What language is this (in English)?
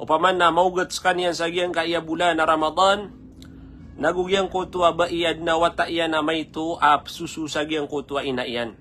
Maranao